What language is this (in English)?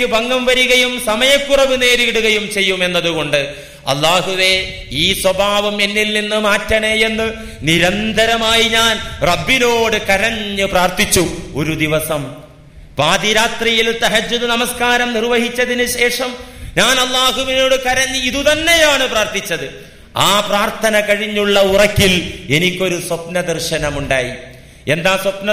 Malayalam